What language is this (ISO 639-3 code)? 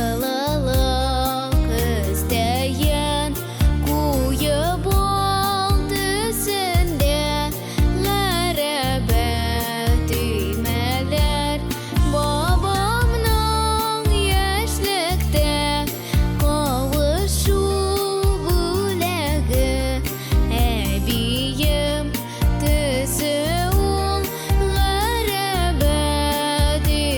tat